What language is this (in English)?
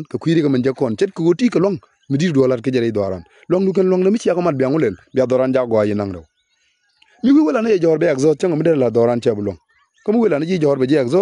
Nuer